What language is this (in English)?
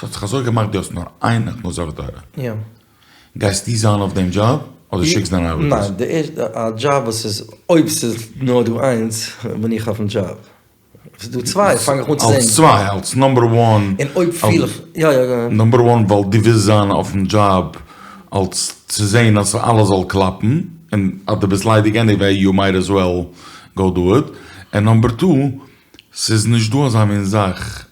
Yiddish